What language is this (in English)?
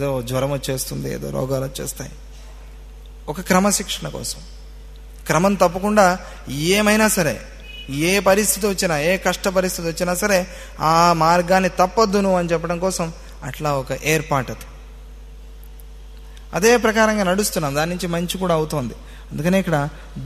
Telugu